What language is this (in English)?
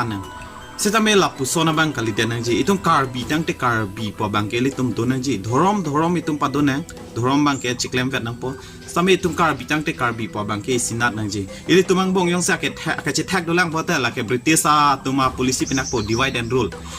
Karbi